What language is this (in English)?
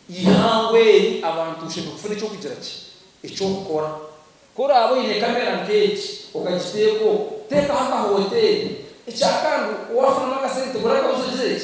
Nyankole